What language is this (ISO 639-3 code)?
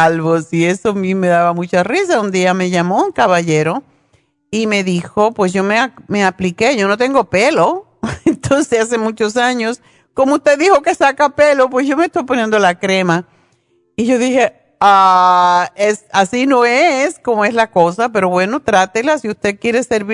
spa